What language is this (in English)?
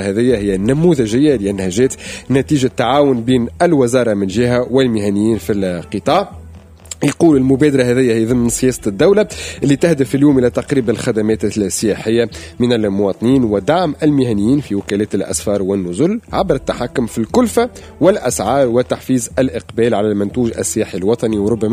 Tunisian Arabic